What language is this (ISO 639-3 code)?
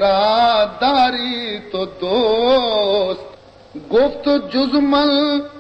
bal